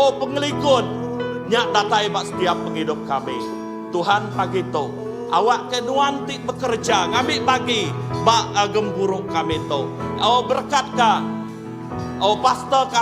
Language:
Iban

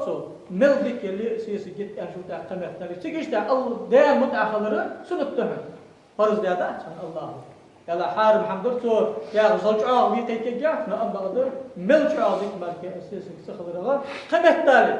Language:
Ingush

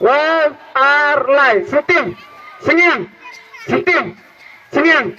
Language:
Khasi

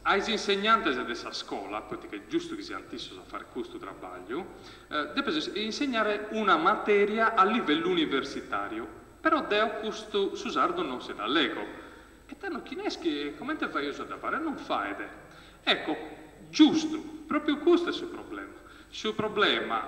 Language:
Sardinian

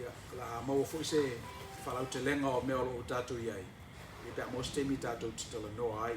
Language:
Samoan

